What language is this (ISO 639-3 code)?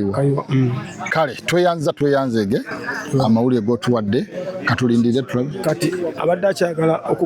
lug